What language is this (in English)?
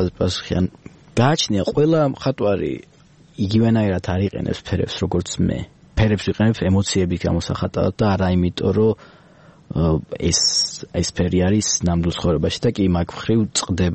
Georgian